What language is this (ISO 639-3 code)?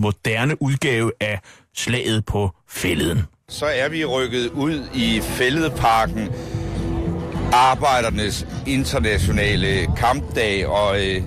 dan